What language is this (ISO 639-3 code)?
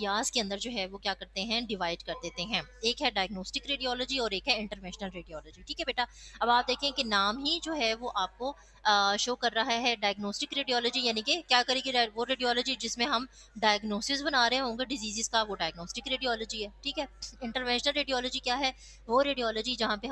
hin